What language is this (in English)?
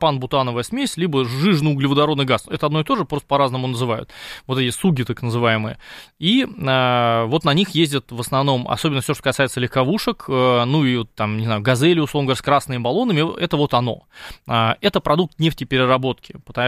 Russian